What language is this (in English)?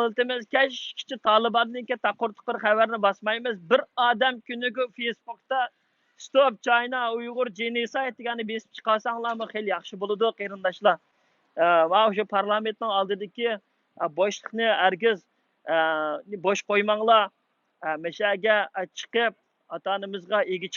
Uyghur